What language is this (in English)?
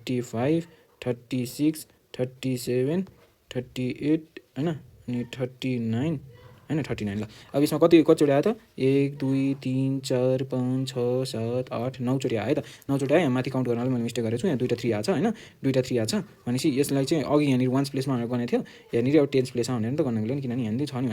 Nepali